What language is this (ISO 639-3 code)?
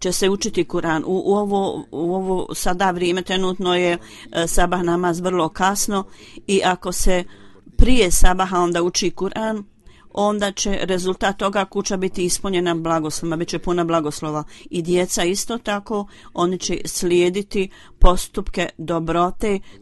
bos